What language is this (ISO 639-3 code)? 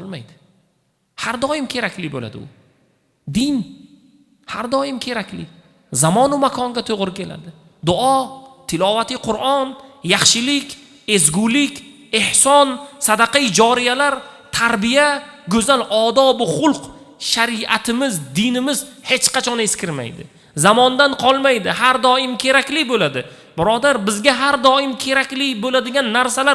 uzb